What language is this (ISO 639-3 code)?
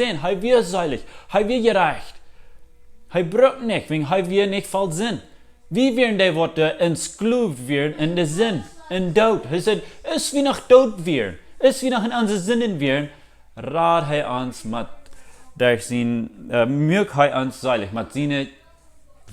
pdt